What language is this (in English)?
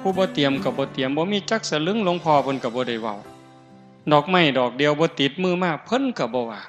Northeastern Thai